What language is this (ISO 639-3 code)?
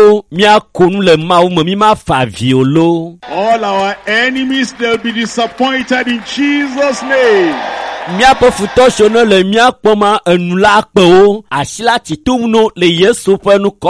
ewe